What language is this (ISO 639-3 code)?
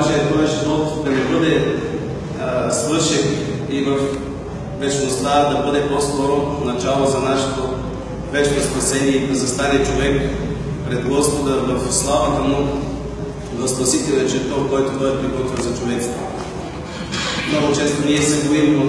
bul